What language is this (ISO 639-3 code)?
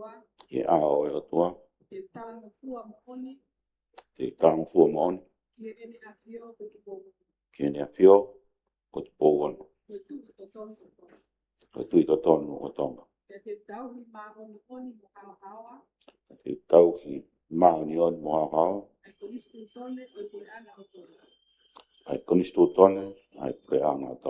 ton